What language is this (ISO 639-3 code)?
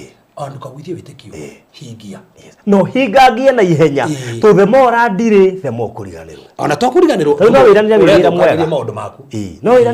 kik